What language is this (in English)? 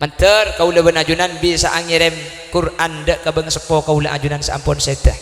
Madurese